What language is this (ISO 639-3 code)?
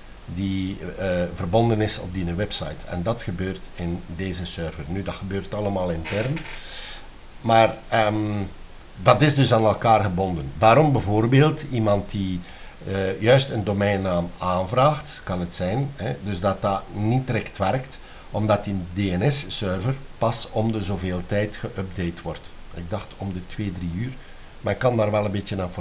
nld